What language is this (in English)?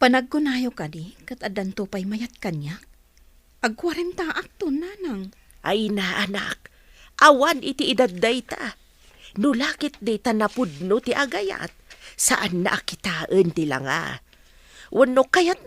Iloko